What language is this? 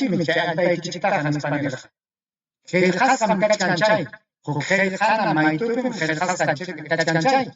Ayacucho Quechua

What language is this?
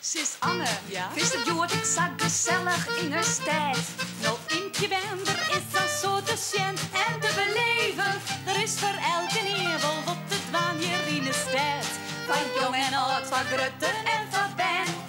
Western Frisian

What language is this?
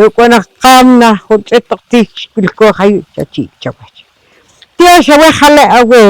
Poqomchi'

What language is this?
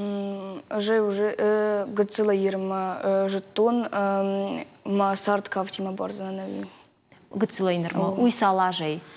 Ossetic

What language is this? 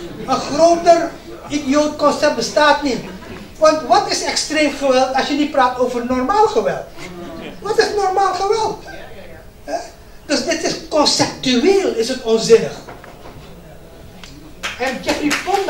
Dutch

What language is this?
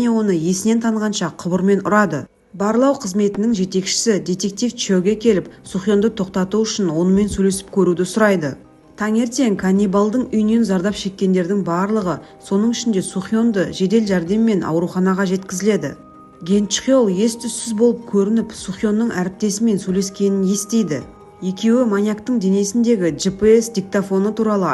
Kazakh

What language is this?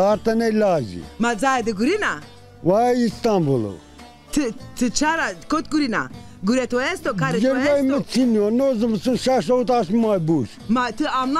Zaza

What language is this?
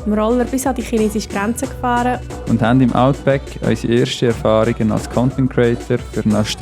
Swiss German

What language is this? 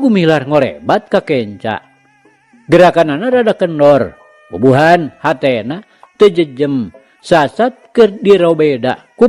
Sundanese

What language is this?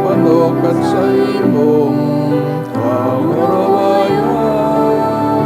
Bikol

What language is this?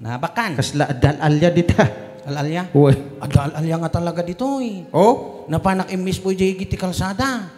Iloko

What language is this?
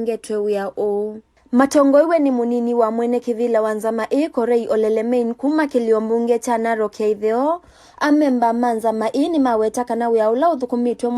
Kamba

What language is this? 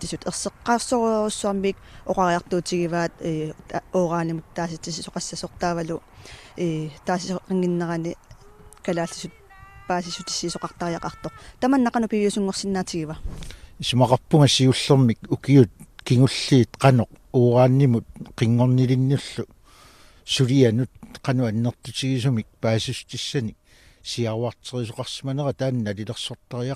Kalaallisut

